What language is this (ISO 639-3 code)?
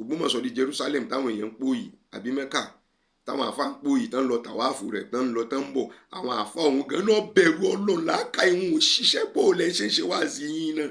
yor